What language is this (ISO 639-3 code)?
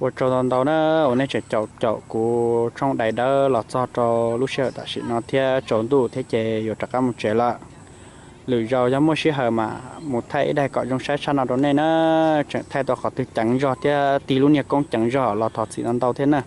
hmn